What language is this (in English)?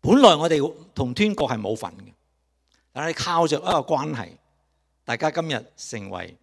Cantonese